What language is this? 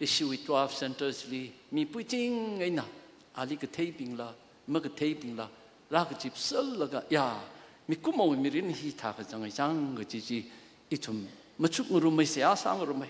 Tangkhul Naga (India)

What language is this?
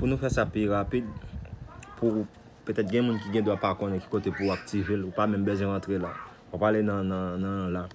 Haitian Creole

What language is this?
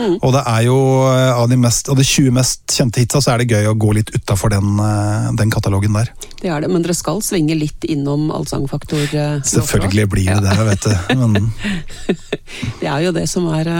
Norwegian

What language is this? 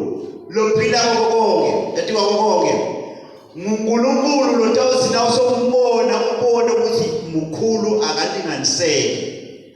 Swati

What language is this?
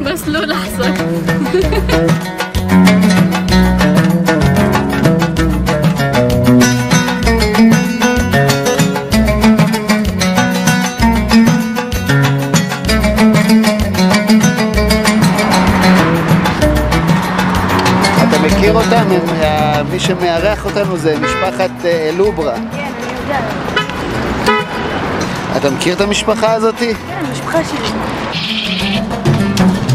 Hebrew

